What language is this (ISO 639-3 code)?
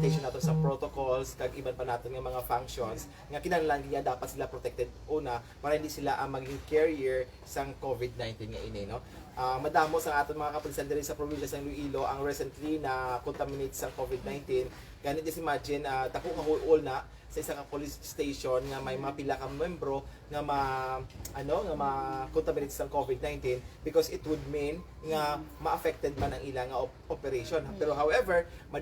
hil